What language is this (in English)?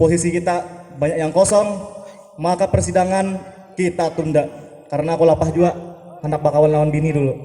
Banjar